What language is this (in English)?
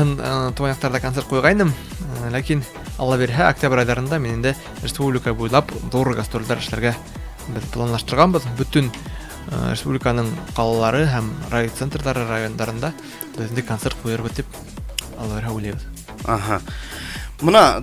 Bashkir